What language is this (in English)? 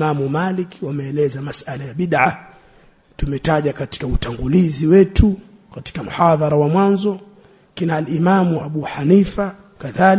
Swahili